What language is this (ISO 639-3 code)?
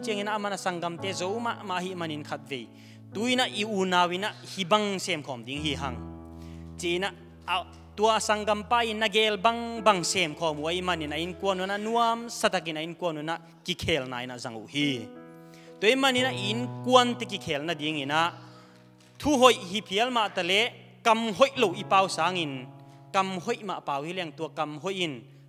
ctd